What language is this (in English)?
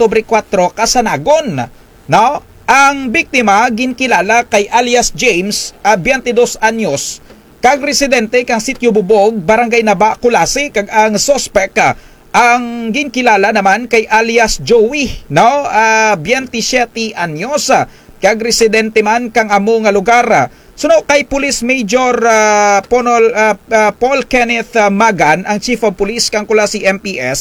Kinaray-a